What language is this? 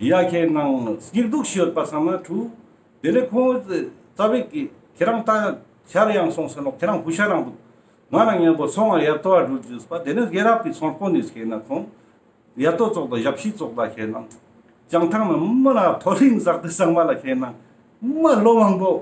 Ladakhi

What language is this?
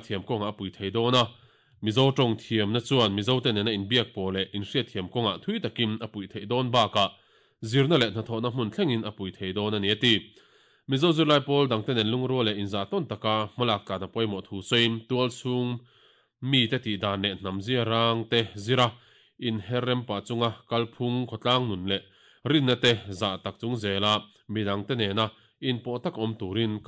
Mizo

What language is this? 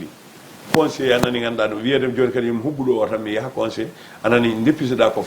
Fula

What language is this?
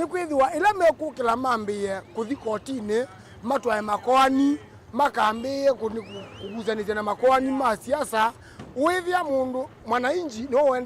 Kamba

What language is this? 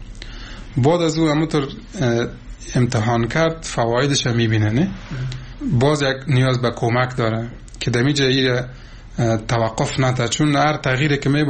Persian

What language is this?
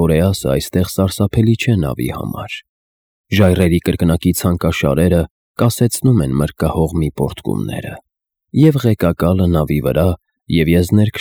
Armenian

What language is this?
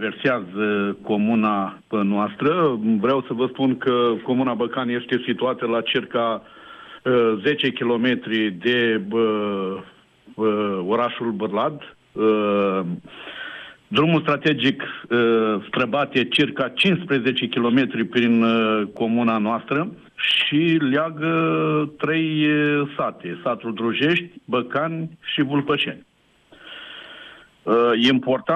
Romanian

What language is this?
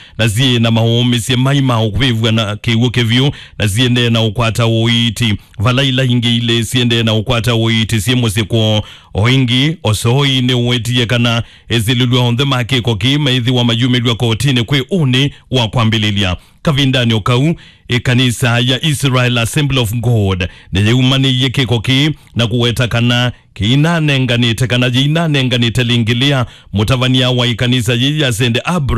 Kamba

